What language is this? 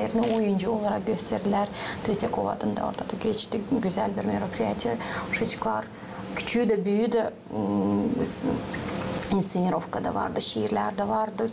Gagauz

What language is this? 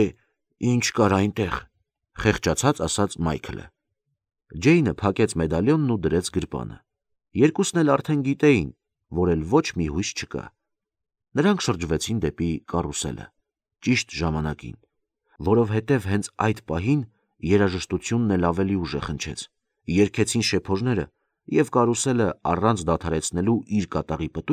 Armenian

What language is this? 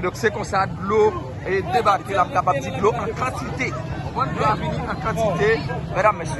Haitian Creole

